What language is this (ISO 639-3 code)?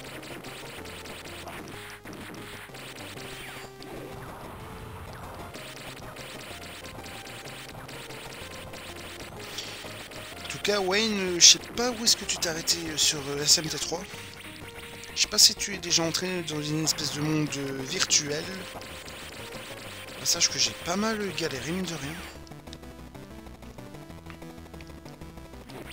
fra